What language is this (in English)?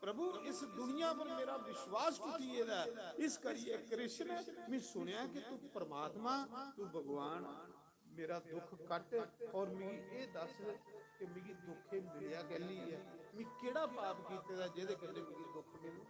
Dogri